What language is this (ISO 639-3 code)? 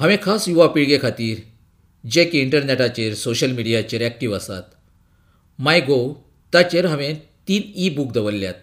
kok